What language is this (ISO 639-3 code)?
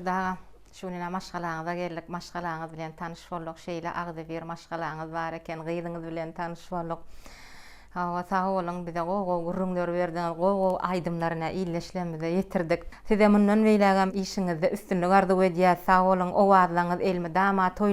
tuk